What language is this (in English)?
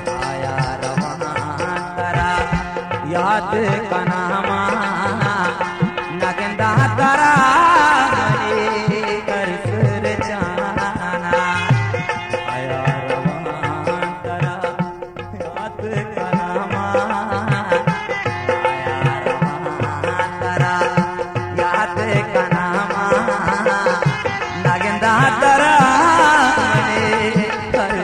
Baluchi